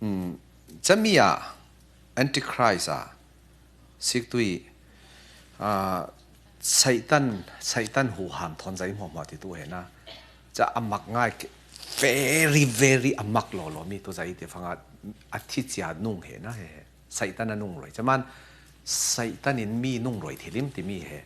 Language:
Falam Chin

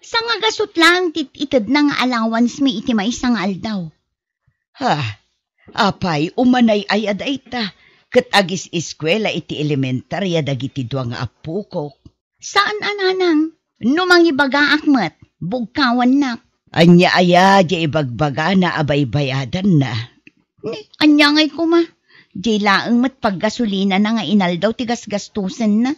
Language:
Iloko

